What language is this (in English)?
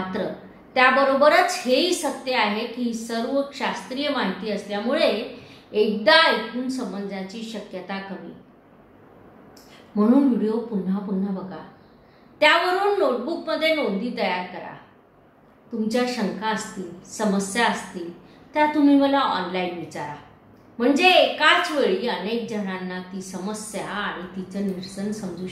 Marathi